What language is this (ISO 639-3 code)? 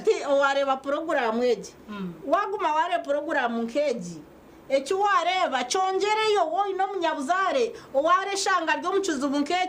nyn